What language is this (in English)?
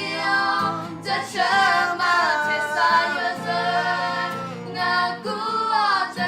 Akha